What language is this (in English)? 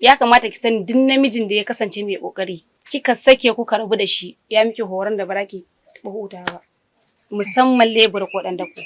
Hausa